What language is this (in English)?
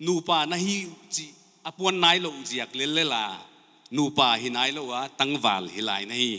Paite Chin